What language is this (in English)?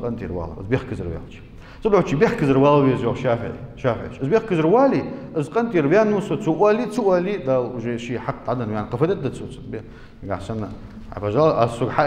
Ingush